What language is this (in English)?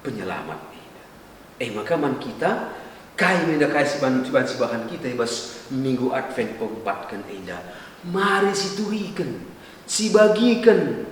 Batak Karo